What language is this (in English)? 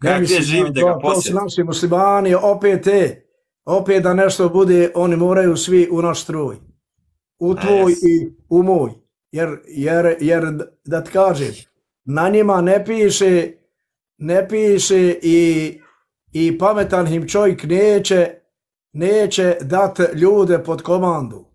Bosnian